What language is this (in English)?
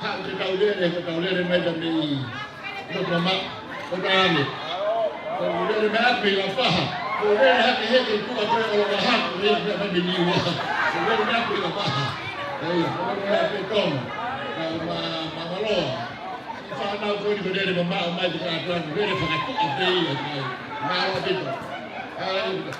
Tongan